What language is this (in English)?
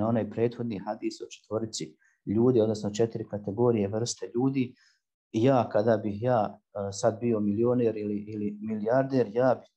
Bosnian